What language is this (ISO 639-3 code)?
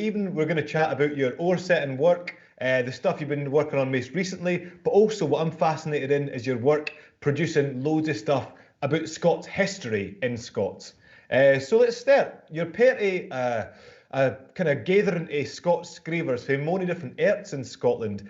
sco